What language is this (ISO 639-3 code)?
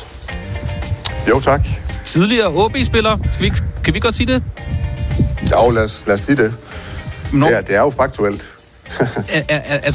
dan